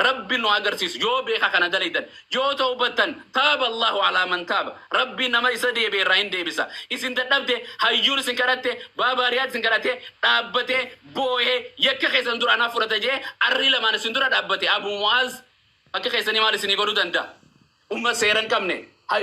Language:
Oromo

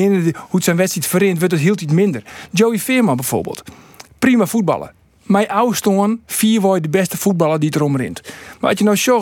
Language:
Western Frisian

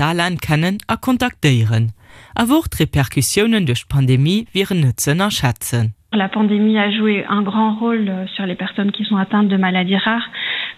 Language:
Luxembourgish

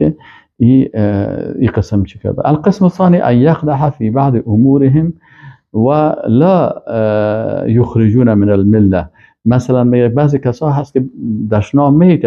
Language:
Persian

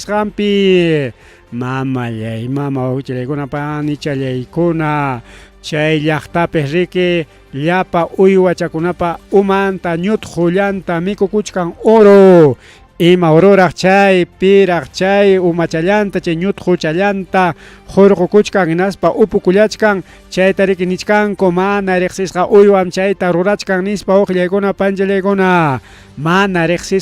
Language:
Ayacucho Quechua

